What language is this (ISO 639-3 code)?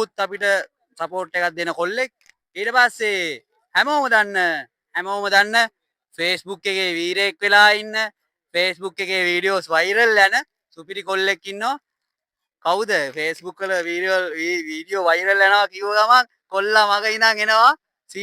sin